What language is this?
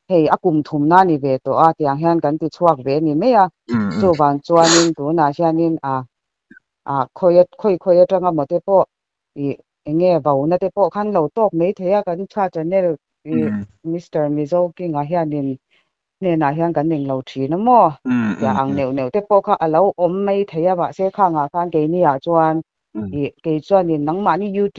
Mizo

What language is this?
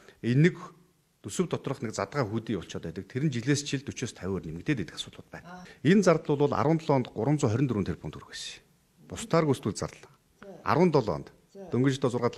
Mongolian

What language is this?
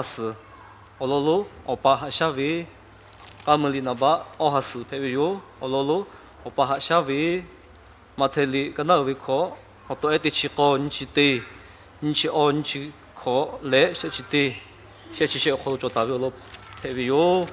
Lahu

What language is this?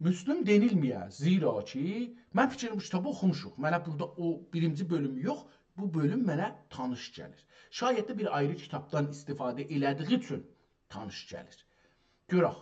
South Azerbaijani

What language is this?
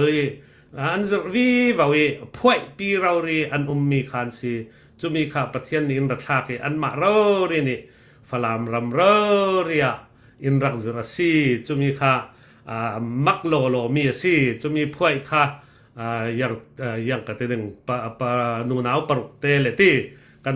Falam Chin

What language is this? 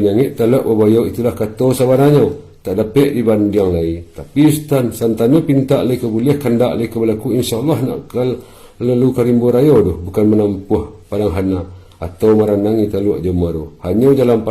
Minangkabau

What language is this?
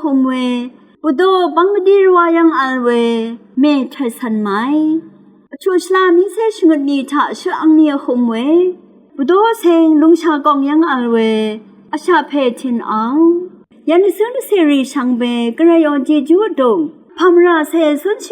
Rawang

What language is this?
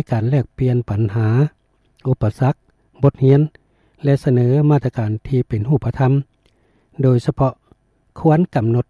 Lao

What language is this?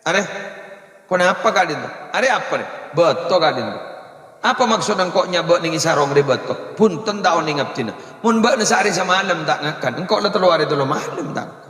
Madurese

